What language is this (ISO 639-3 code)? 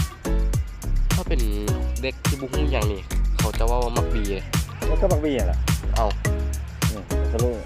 lao